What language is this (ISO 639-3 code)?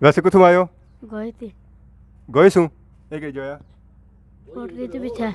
phr